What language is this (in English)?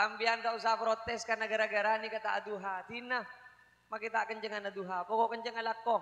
Madurese